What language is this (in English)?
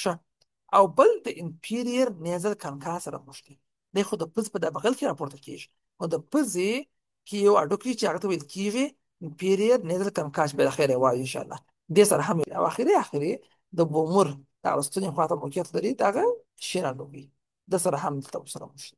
Pashto